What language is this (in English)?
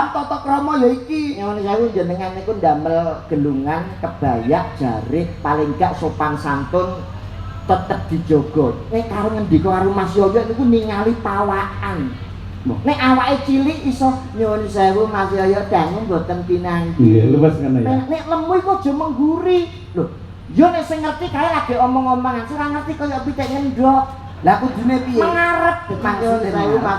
Javanese